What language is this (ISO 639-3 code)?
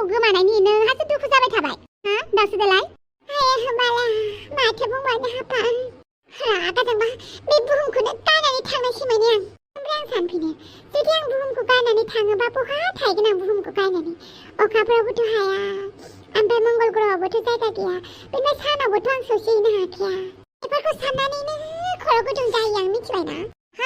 brx